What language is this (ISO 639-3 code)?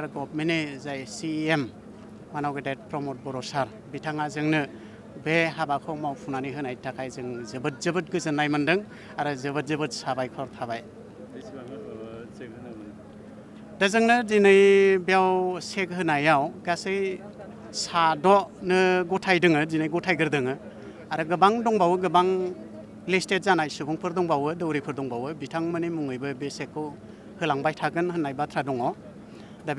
brx